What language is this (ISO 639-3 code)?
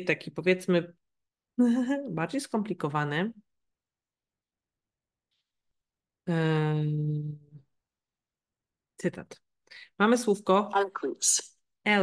pol